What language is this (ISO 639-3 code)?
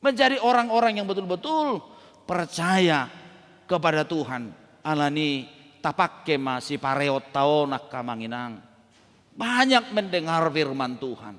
bbc